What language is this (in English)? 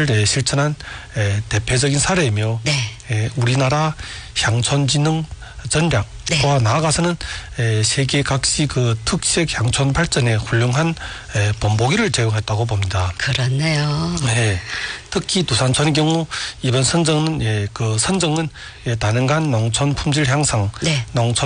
Korean